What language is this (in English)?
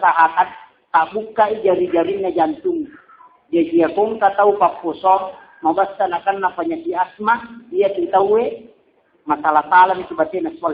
Buginese